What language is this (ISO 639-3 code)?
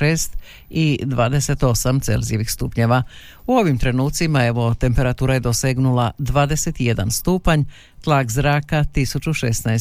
hrv